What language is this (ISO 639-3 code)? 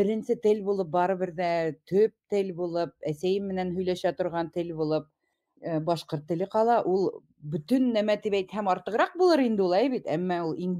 bak